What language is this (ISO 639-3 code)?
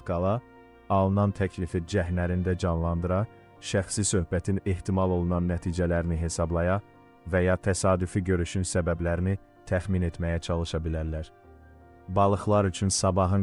aze